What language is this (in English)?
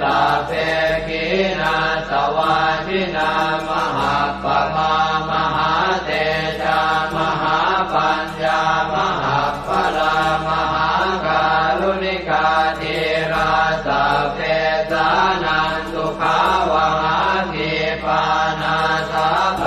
Pali